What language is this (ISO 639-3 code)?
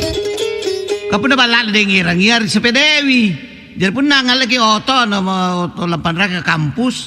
mak